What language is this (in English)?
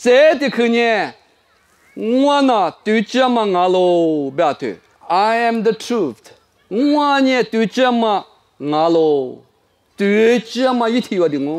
Lisu